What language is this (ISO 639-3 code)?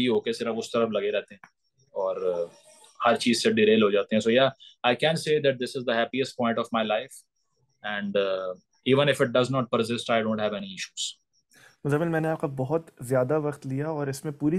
urd